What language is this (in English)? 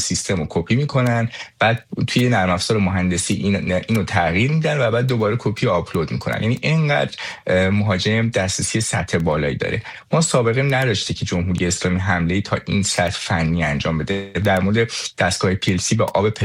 Persian